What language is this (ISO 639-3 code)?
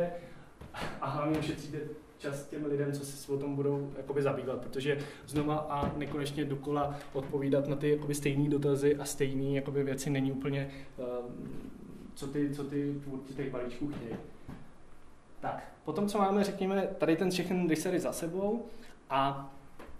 ces